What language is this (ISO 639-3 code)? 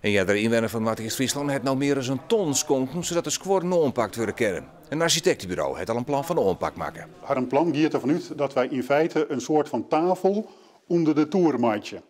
fry